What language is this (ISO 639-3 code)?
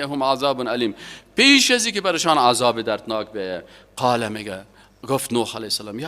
fas